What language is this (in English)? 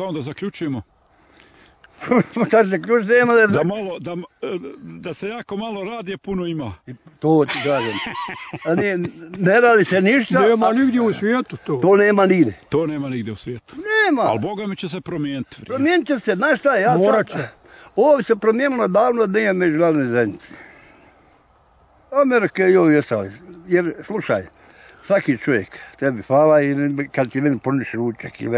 Bosnian